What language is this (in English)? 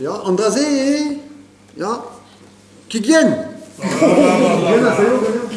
Breton